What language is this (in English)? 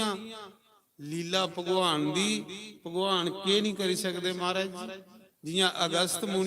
Dogri